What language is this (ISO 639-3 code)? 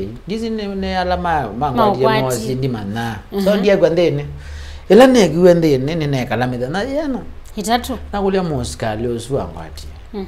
kam